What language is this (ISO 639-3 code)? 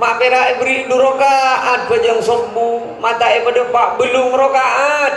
mad